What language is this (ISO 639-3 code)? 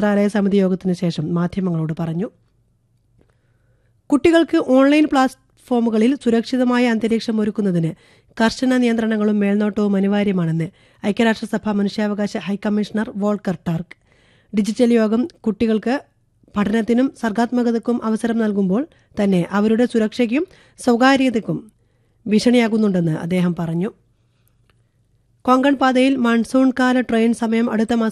mal